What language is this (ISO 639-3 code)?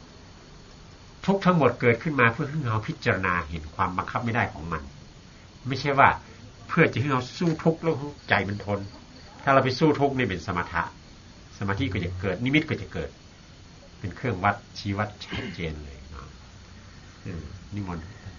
tha